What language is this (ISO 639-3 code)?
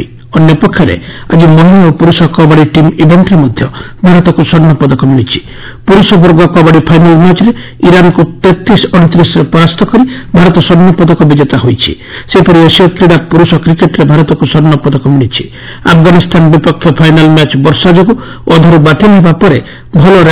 ori